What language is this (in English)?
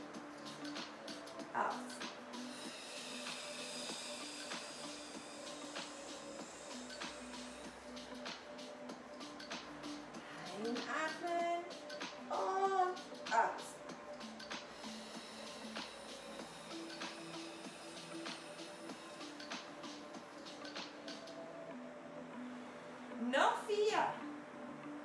German